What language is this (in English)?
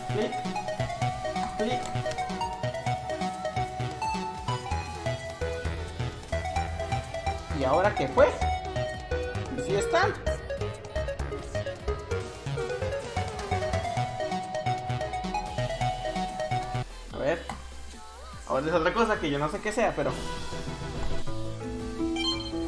Spanish